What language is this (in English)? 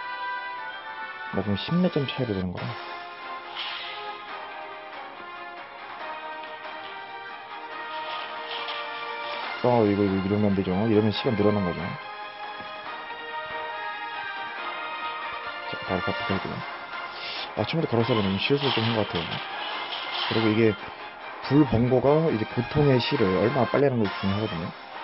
Korean